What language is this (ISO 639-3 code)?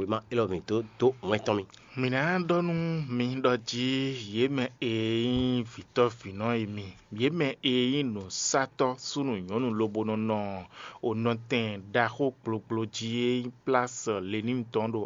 fon